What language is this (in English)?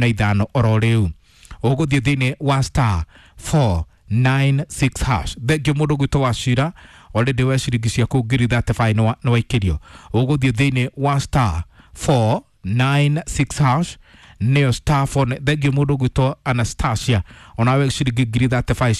Kikuyu